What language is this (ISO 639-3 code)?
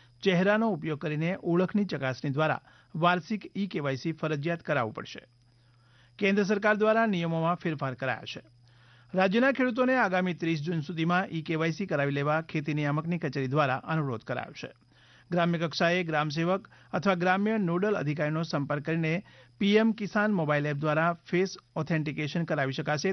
guj